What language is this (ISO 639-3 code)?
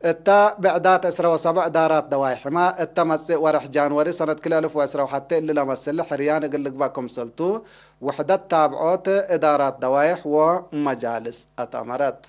tig